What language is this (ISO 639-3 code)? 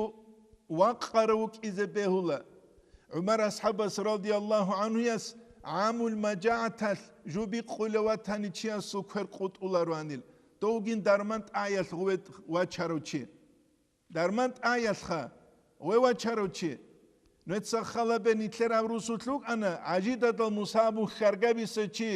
ava